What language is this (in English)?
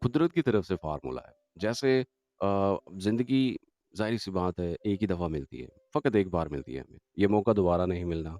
Gujari